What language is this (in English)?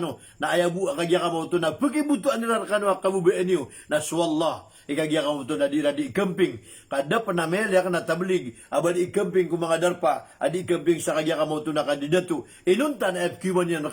Maranao